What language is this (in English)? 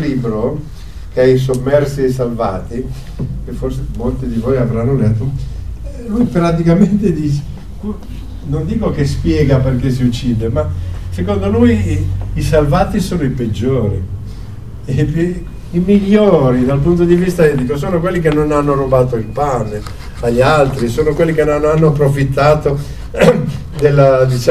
Italian